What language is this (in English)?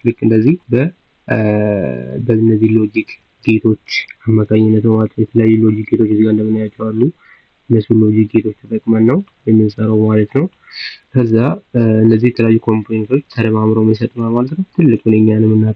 Amharic